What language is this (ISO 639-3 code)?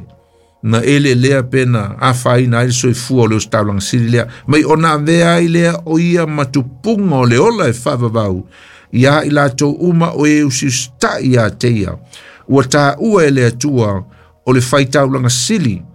smo